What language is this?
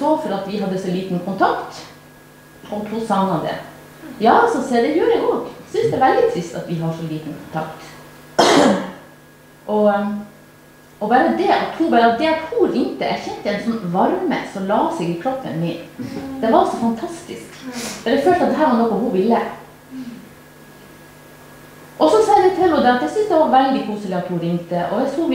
Norwegian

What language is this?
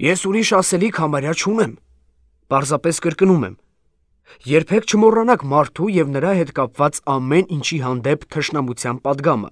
Armenian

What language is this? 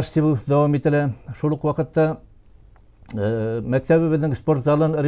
Bashkir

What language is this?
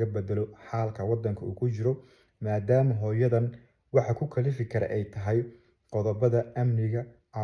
Somali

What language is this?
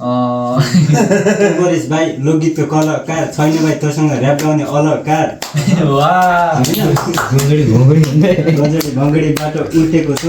Nepali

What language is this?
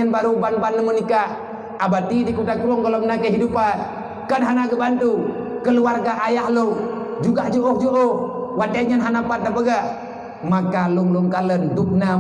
Achinese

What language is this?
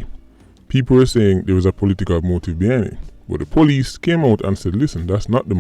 Jamaican Creole English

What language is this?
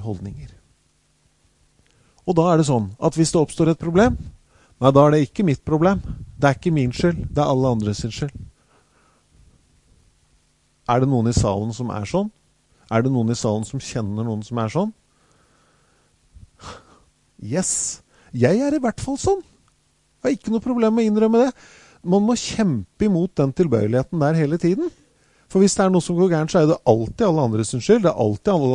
Norwegian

